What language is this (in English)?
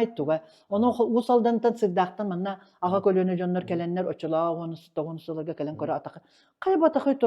Yakut